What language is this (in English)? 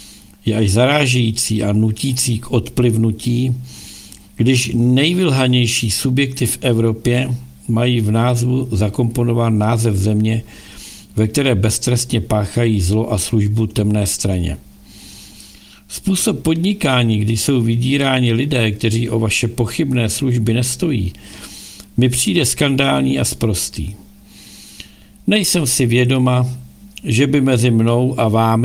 Czech